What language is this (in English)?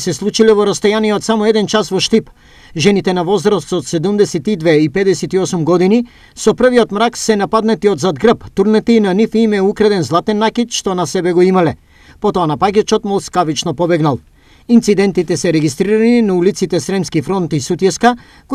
Macedonian